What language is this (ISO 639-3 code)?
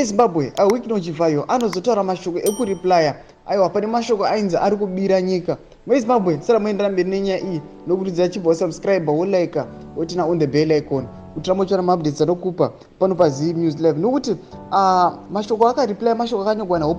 sna